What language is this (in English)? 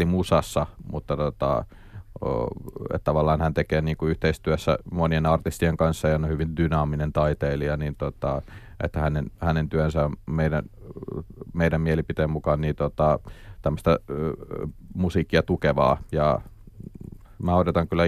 Finnish